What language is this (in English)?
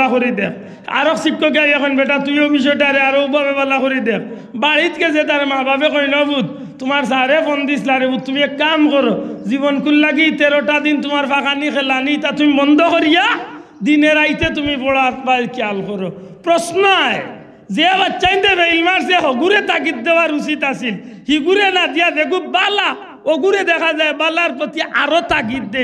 Sylheti